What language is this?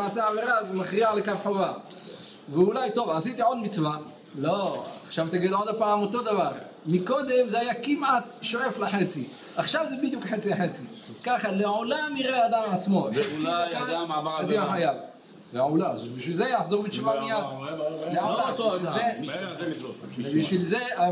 Hebrew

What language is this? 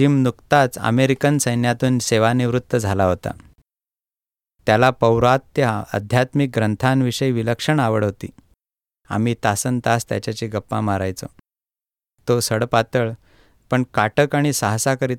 Marathi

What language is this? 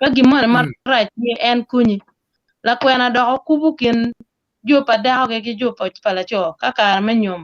Acoli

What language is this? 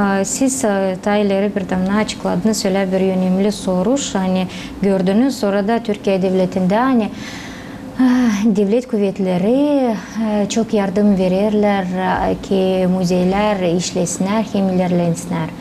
Gagauz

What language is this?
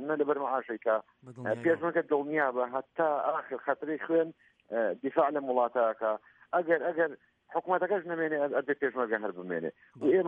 Central Kurdish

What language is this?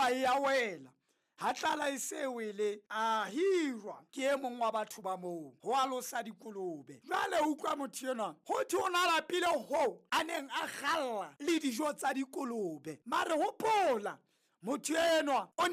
Southern Sotho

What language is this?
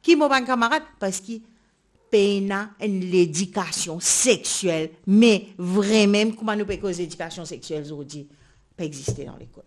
Morisyen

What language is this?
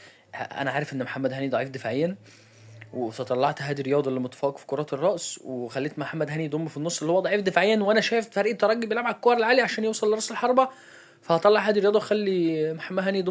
Egyptian Arabic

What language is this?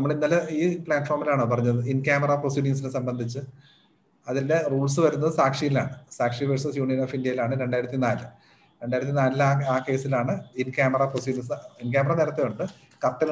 Malayalam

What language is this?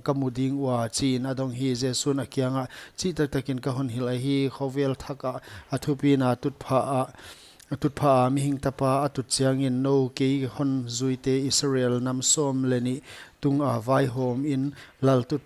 Paite Chin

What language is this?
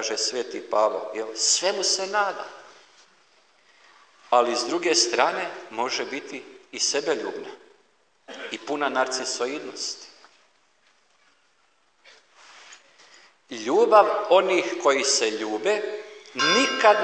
Croatian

